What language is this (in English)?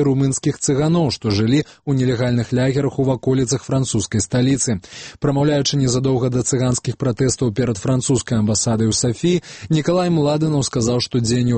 Belarusian